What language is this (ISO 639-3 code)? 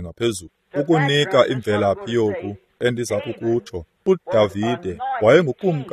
xho